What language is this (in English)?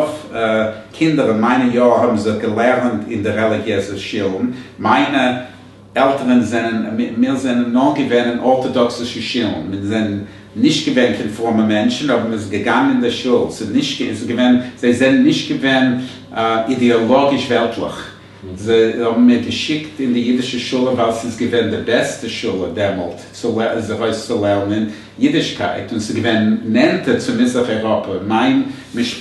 Yiddish